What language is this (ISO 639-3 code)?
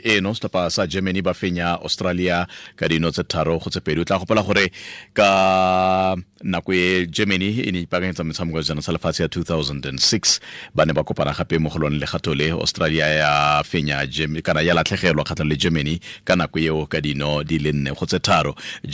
tsn